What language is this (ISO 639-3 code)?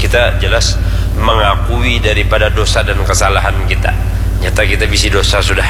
bjn